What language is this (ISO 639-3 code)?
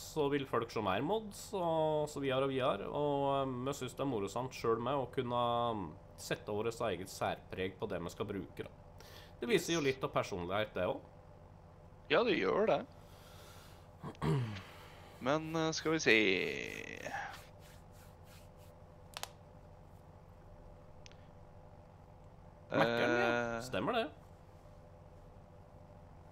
nor